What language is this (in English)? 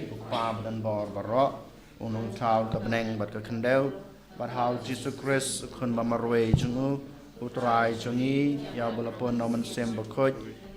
Khasi